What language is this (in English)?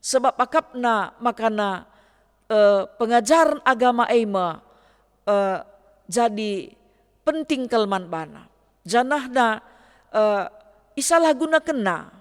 Batak Karo